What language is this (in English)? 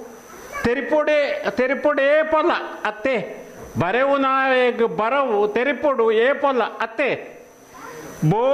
Tulu